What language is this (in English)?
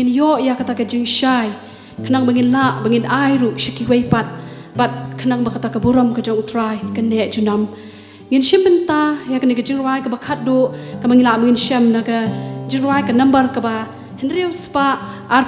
Khasi